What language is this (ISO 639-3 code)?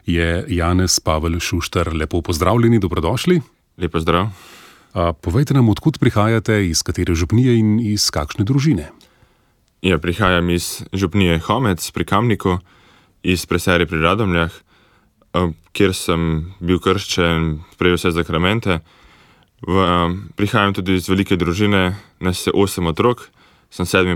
slv